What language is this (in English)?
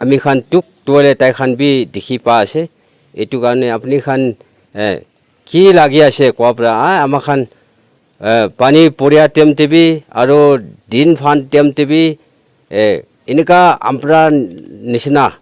Naga Pidgin